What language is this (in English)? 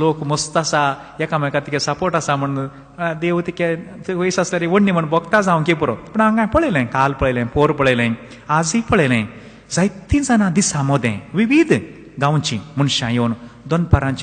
Konkani